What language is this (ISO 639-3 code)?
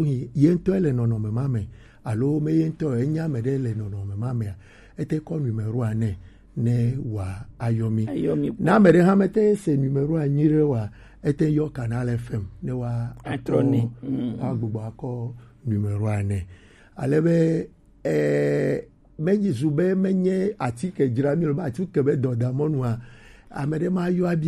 gej